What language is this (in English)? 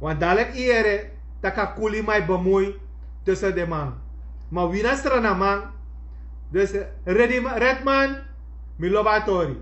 Sranan Tongo